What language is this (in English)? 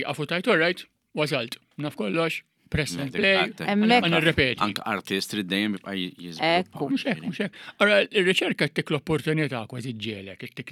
Maltese